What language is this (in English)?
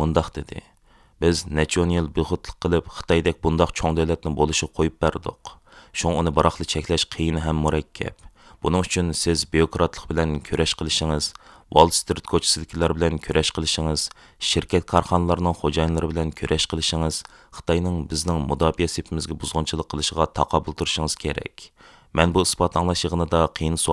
Uyghur